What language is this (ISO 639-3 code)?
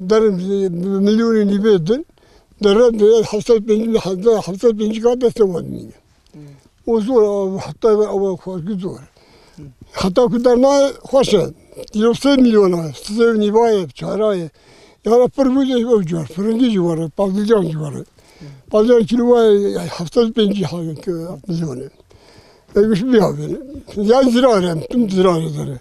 kur